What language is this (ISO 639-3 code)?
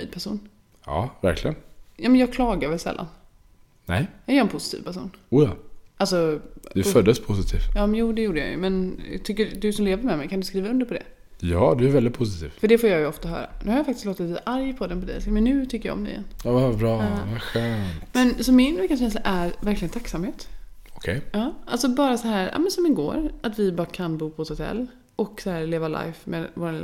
swe